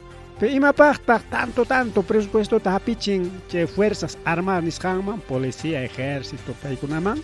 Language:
Ayacucho Quechua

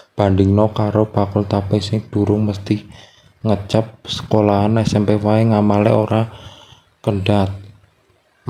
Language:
Javanese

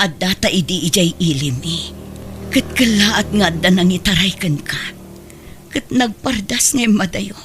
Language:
Iloko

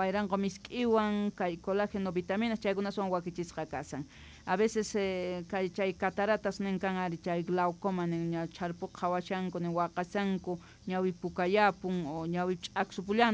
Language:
South Bolivian Quechua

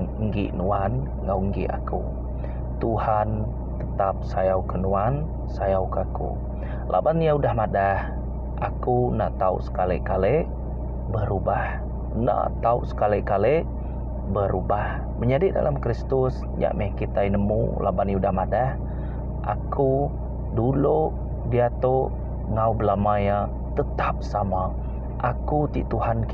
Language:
Iban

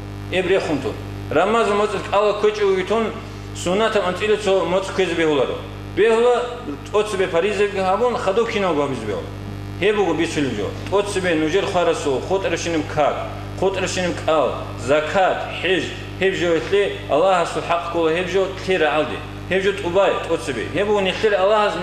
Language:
Avaric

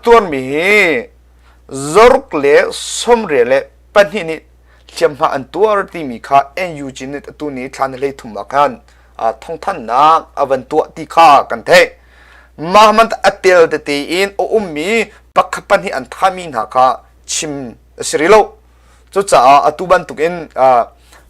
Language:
Hakha Chin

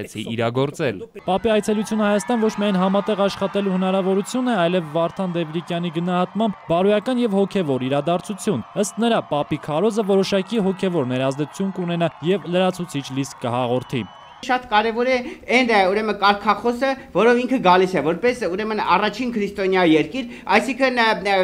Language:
Armenian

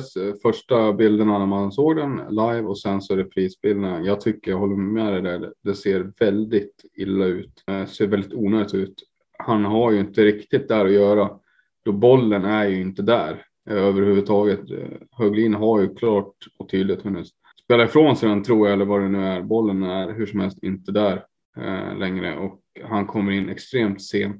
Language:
Swedish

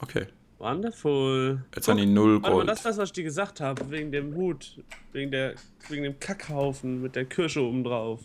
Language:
Swiss German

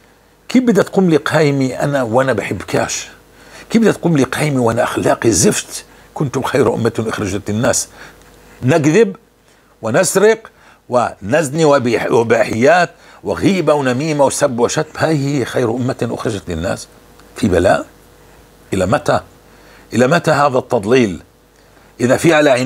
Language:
North Levantine Arabic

